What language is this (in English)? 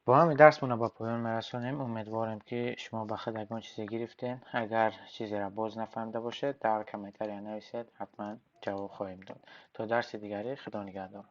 Tajik